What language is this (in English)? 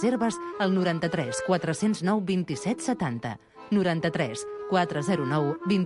Catalan